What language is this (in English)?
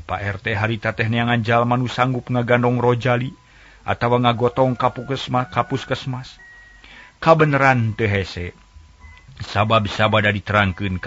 Sundanese